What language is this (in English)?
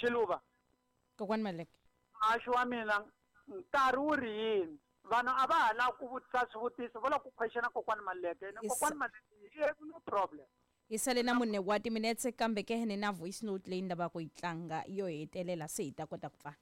Tsonga